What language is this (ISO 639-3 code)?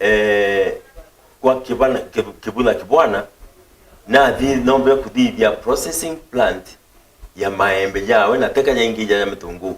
mer